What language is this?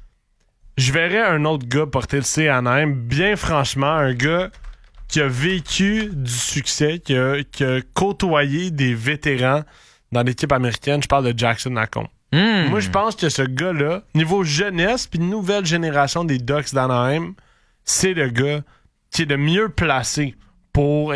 French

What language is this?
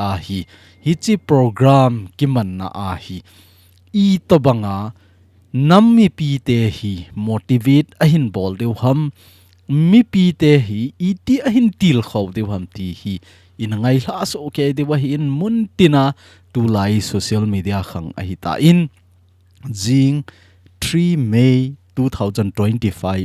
Thado Chin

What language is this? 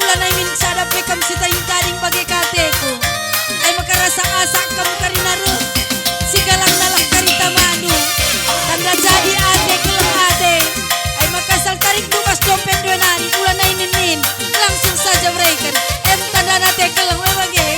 Batak Karo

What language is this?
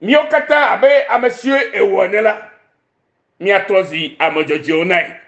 Ewe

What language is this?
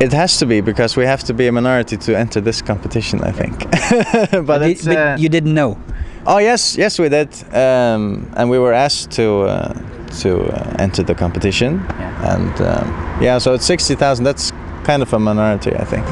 Western Frisian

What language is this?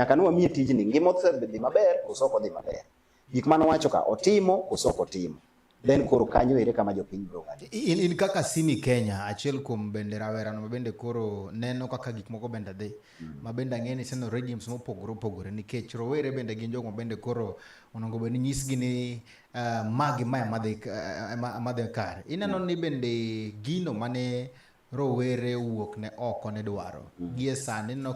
Luo (Kenya and Tanzania)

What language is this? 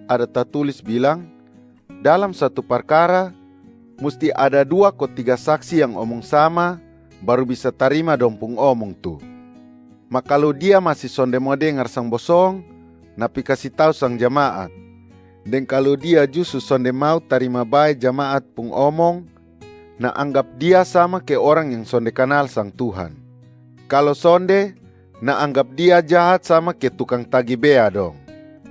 Kupang Malay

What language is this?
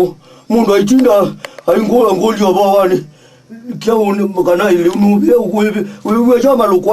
Kamba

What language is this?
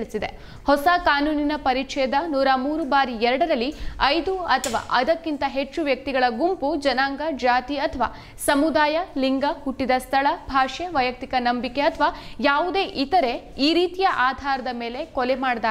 Kannada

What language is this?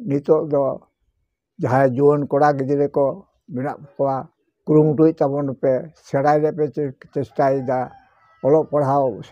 Santali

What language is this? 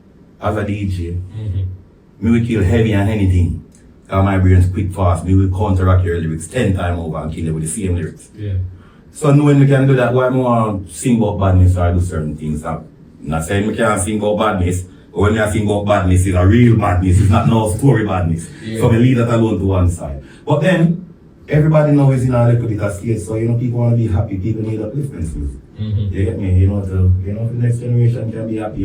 Jamaican Creole English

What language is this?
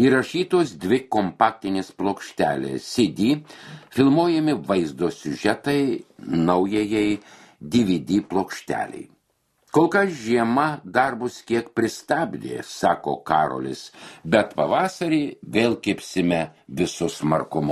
Lithuanian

